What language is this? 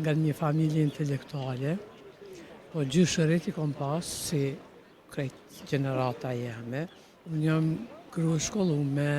Albanian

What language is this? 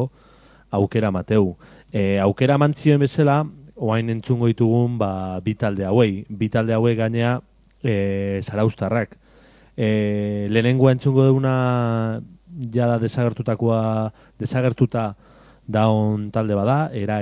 Basque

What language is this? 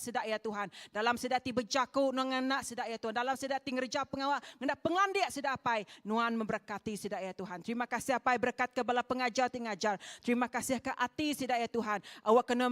Iban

